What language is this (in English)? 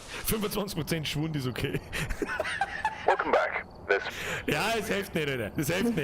Bavarian